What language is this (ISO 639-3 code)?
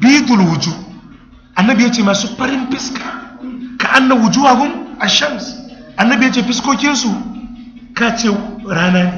hau